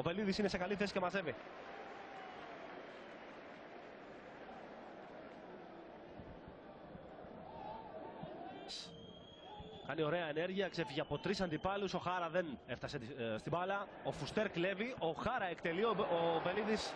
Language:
Greek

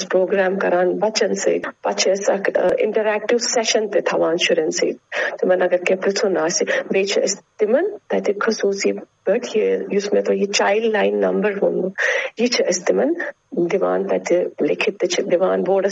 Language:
Kashmiri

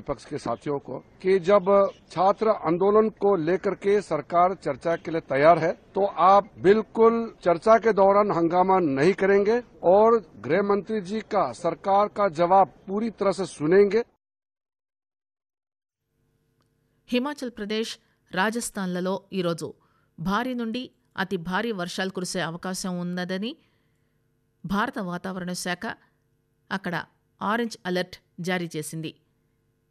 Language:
Telugu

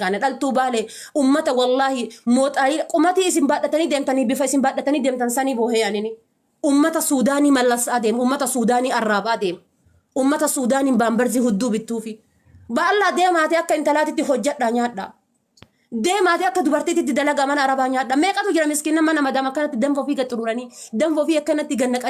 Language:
Oromo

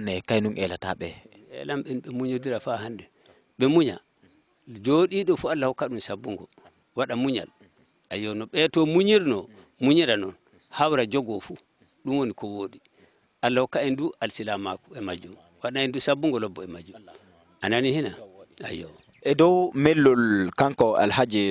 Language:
Fula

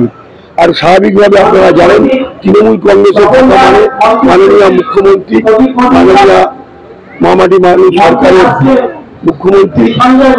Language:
Bangla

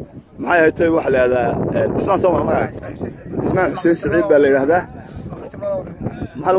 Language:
Somali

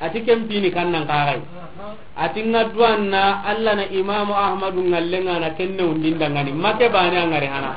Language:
Soninke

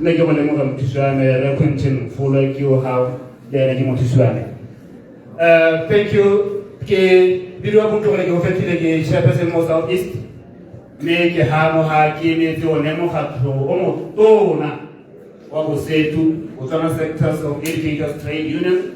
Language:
Tswana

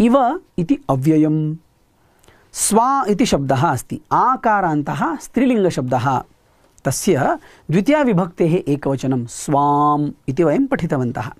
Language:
Sanskrit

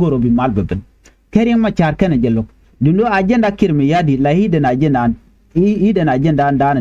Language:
Nuer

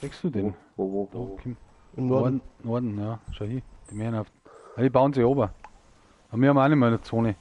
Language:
Bavarian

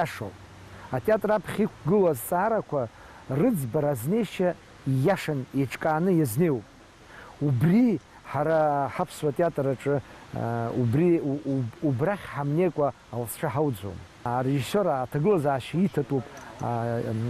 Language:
Abkhazian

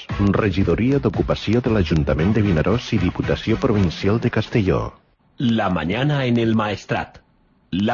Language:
Catalan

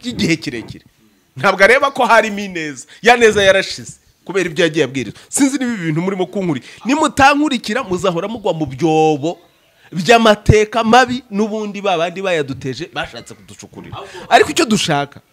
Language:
Kinyarwanda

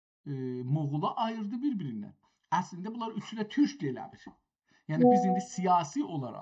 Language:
South Azerbaijani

